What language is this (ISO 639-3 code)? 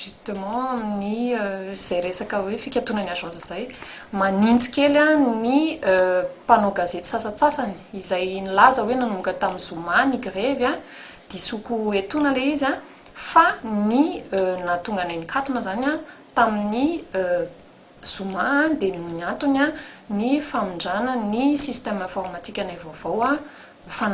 mlg